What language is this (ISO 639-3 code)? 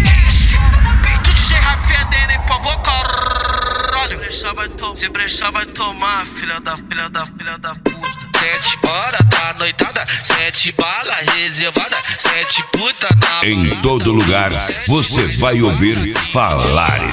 por